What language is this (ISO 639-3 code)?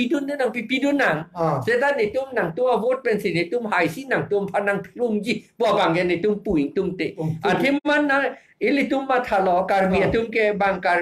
mjw